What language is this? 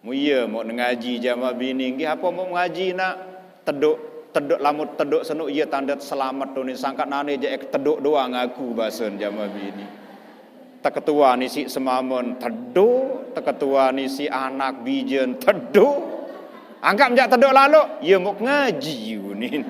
Sasak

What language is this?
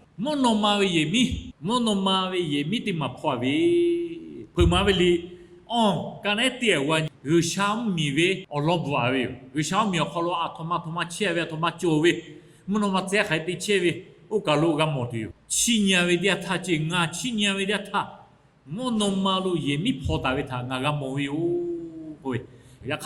Lahu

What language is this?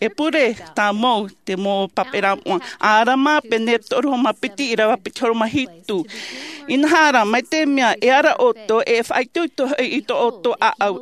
Tahitian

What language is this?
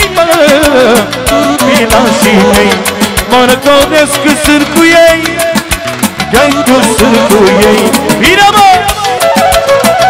Romanian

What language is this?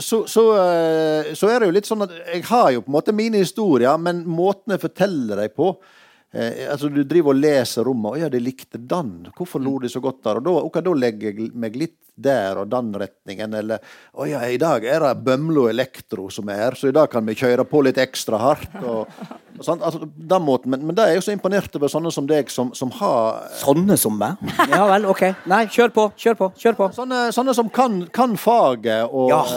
Norwegian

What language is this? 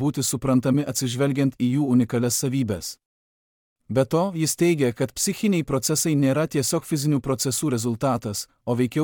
Lithuanian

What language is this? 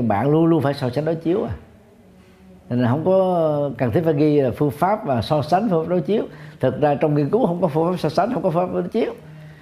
Vietnamese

